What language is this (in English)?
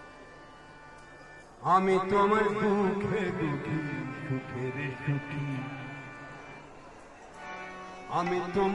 Bangla